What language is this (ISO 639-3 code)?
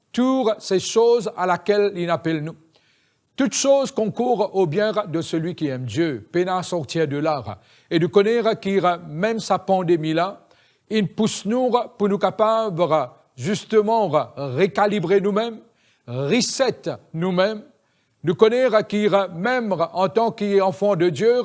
mfe